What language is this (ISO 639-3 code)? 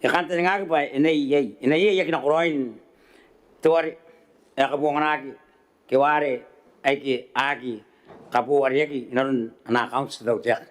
gil